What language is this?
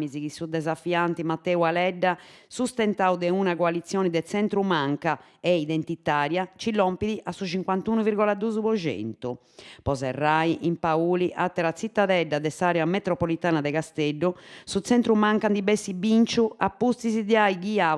Sardinian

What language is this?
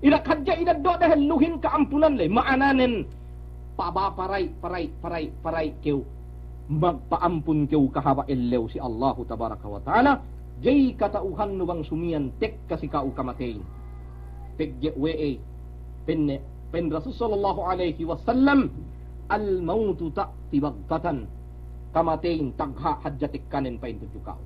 Yakan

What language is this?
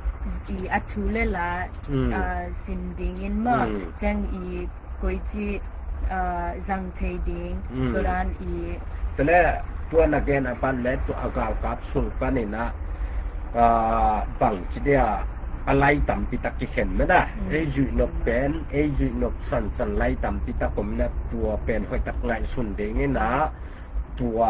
Tedim Chin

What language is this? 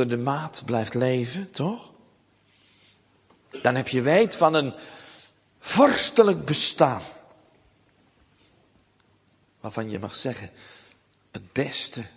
Dutch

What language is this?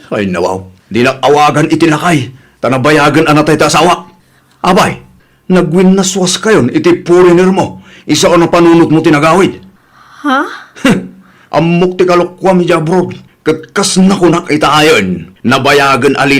Iloko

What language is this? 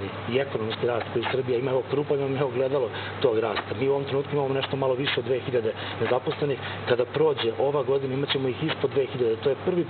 Serbian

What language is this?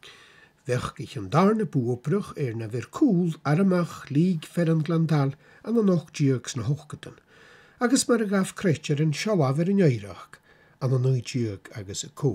Scottish Gaelic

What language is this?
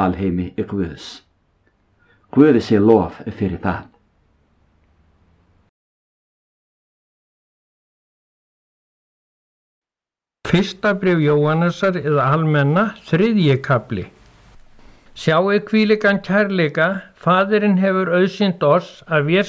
Icelandic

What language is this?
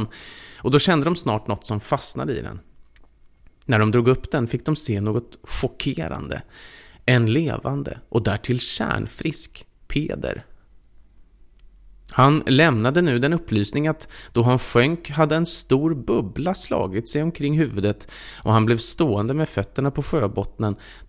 Swedish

